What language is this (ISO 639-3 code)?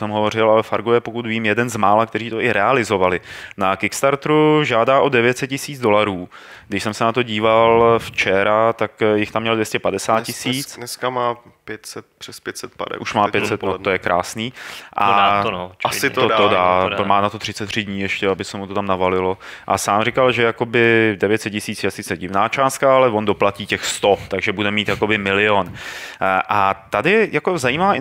ces